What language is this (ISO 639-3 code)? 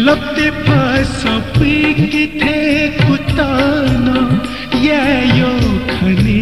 new